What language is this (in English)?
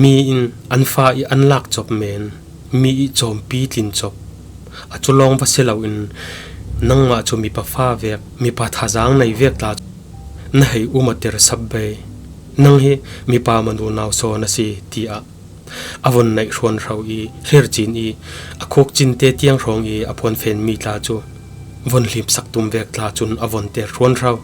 Falam Chin